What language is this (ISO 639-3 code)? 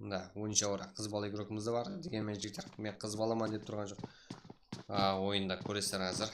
kaa